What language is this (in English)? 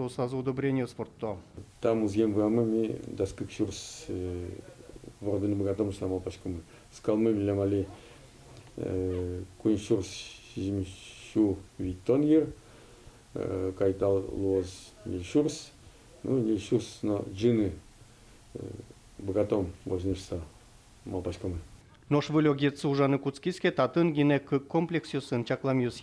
Udmurt